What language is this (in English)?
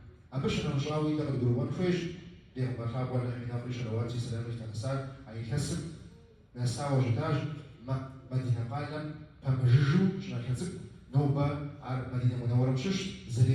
Kabardian